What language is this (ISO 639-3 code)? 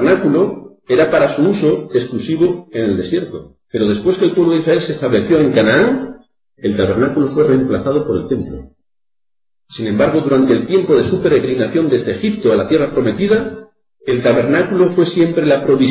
spa